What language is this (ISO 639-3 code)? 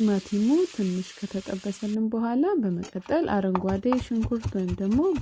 amh